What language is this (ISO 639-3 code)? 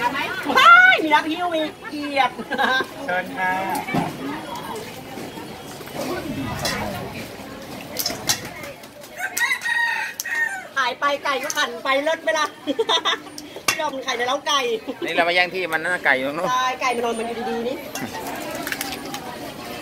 tha